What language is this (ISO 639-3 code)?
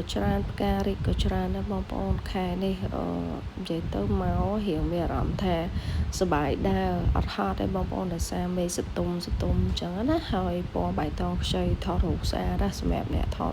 khm